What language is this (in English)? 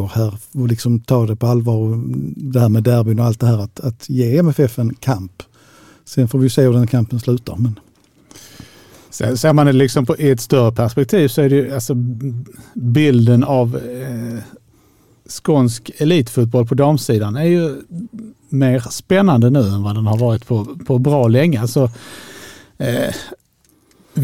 Swedish